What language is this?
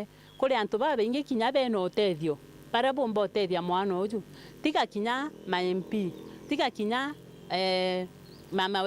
Meru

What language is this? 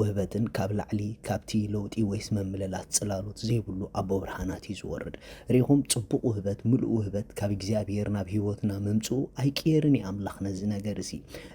Tigrinya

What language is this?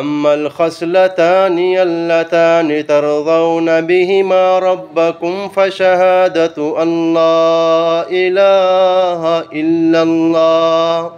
Eastern Balochi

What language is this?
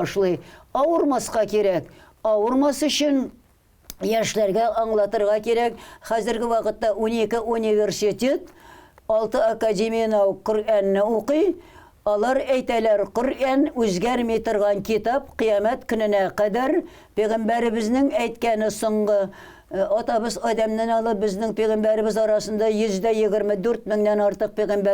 Tatar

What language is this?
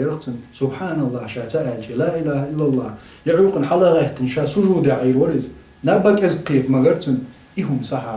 Chechen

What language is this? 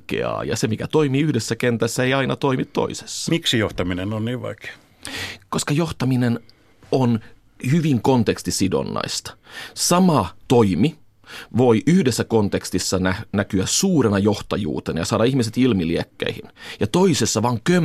Finnish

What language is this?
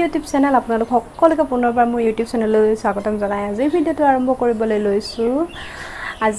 Assamese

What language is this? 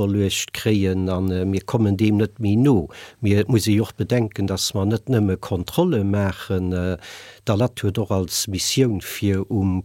Luxembourgish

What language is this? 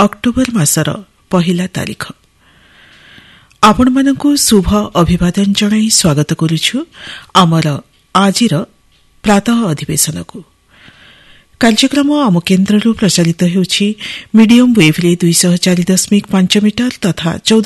Odia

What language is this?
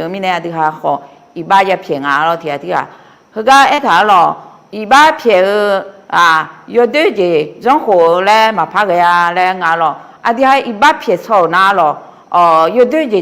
Akha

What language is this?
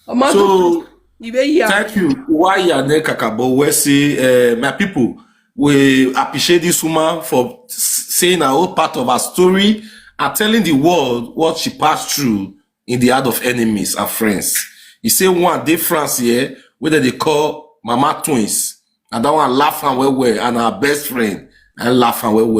Nigerian Pidgin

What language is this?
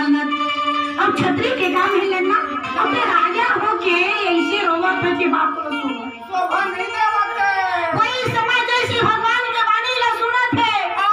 Chhattisgarhi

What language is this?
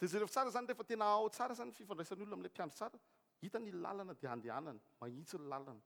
Malagasy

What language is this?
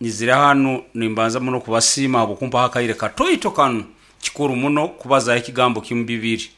Nyankole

